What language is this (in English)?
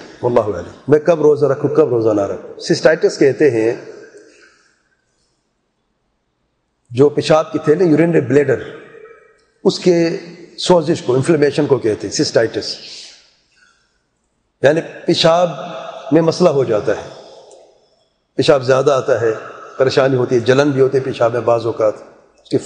Urdu